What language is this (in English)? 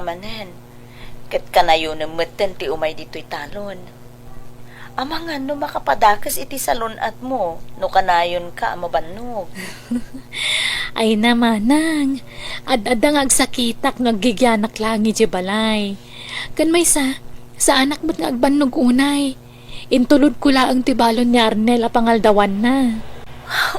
Iloko